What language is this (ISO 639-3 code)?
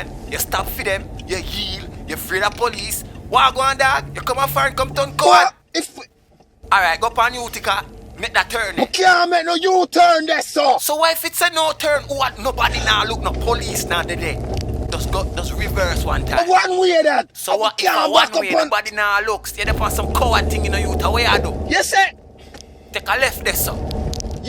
jam